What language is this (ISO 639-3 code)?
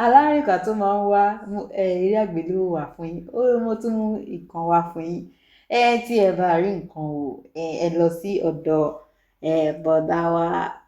yor